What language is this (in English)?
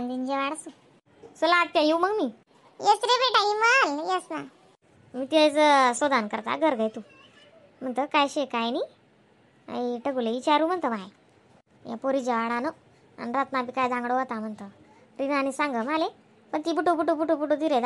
Khandesi